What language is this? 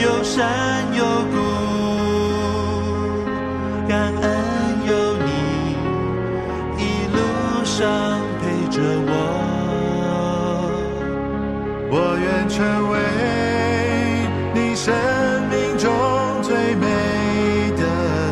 Chinese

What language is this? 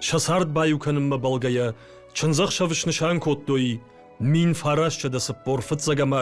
Ossetic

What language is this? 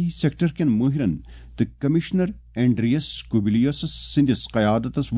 Kashmiri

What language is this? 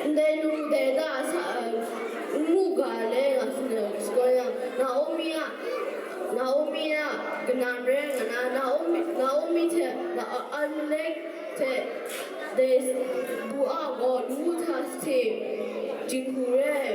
Kachin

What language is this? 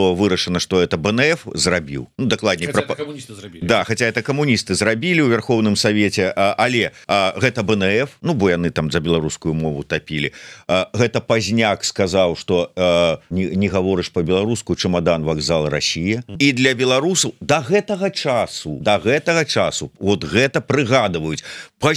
Belarusian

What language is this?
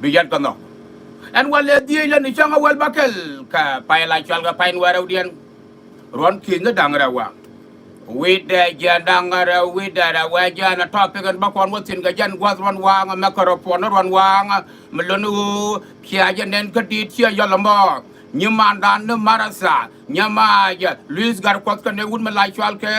Nuer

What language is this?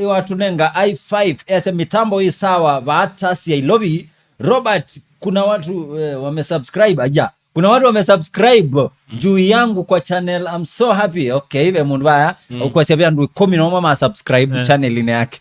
Kamba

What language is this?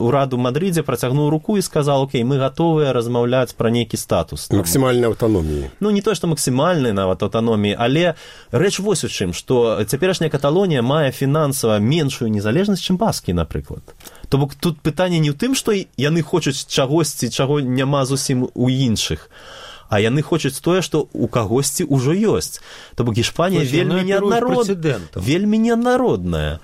Belarusian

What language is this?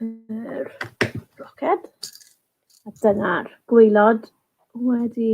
Welsh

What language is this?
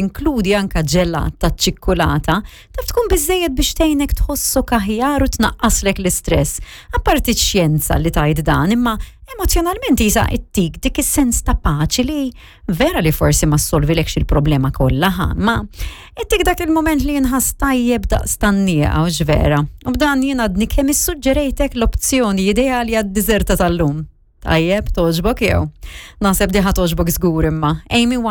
Maltese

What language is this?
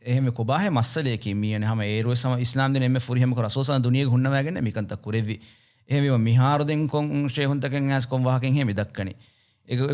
Divehi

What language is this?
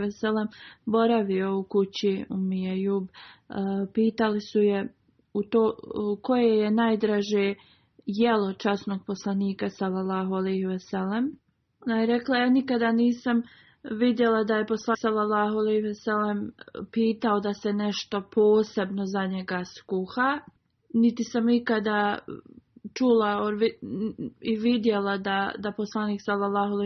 Bosnian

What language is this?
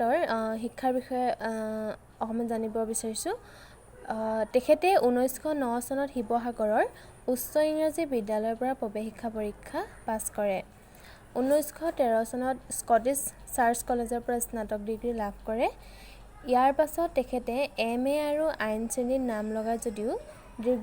Assamese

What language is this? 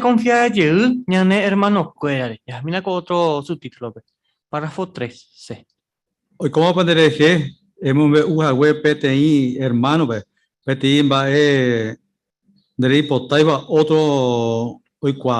Guarani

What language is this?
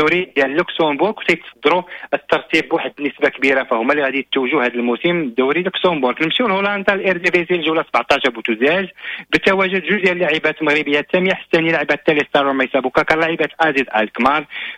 Moroccan Arabic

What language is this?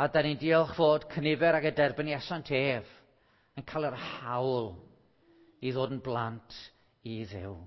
Welsh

